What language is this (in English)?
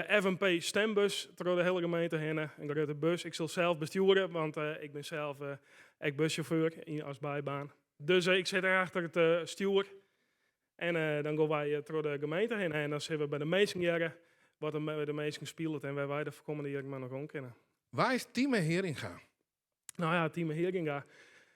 Western Frisian